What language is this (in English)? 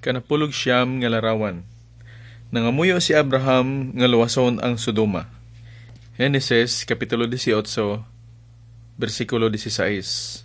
Hiligaynon